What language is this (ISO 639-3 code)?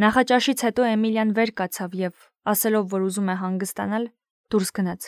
hye